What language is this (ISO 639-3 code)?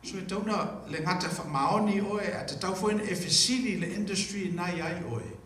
smo